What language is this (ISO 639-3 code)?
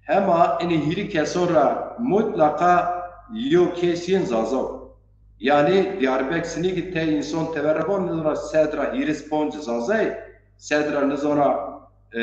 zza